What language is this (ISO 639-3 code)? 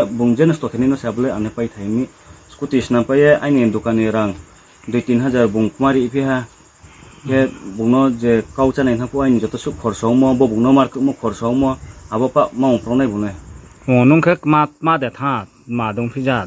ria